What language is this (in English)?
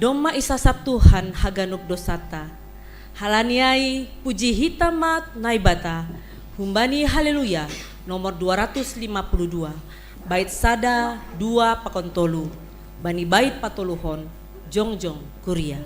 Batak Simalungun